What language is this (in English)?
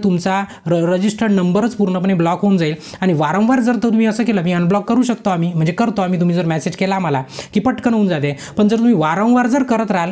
Marathi